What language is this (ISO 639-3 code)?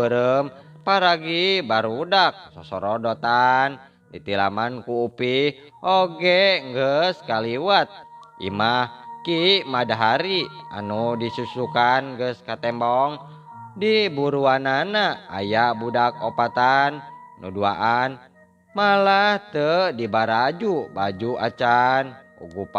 sun